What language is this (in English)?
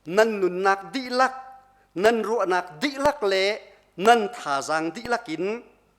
Hakha Chin